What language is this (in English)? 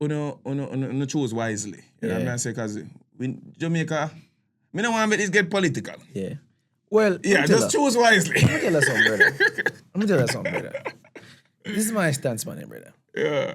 Jamaican Creole English